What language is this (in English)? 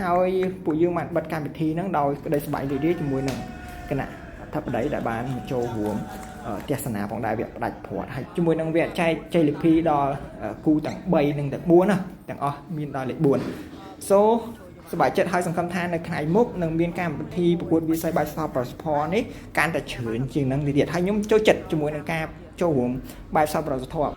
Khmer